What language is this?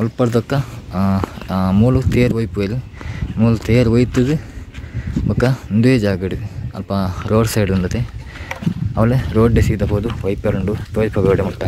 Tulu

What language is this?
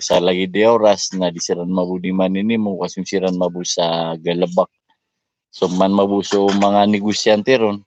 Maranao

